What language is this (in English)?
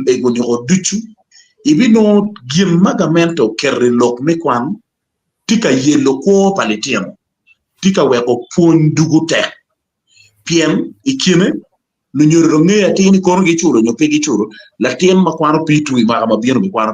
Acoli